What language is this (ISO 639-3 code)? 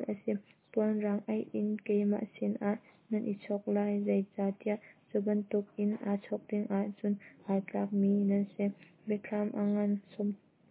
cnh